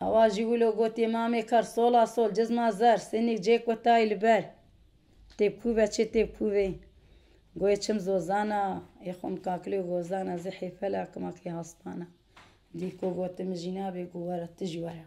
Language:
Kurdish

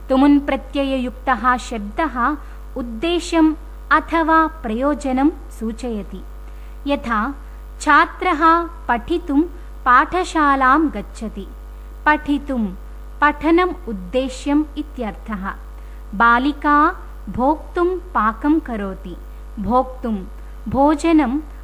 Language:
Sanskrit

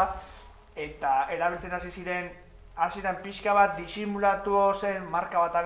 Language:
Basque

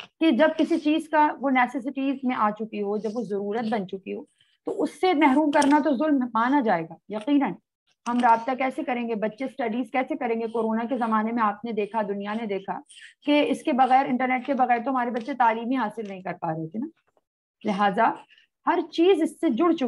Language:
Urdu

